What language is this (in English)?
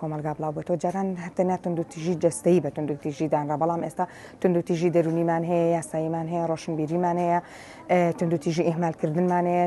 Central Kurdish